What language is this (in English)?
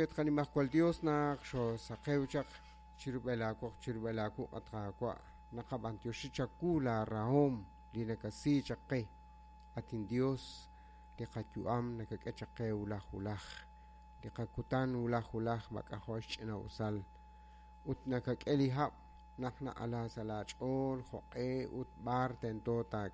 Kekchí